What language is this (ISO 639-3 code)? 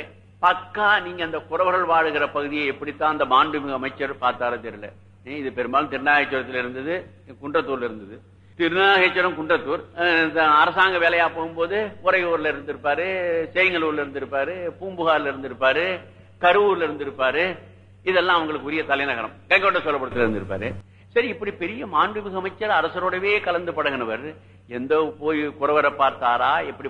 tam